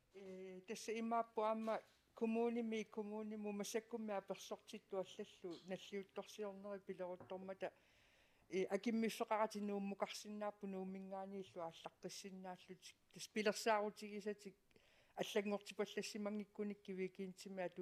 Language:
Kalaallisut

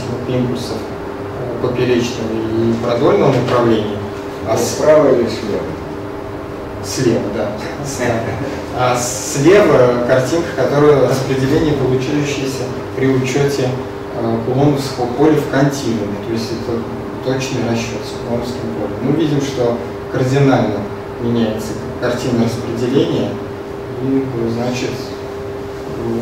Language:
Russian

